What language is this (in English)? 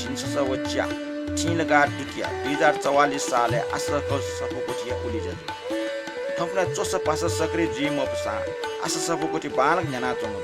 Newari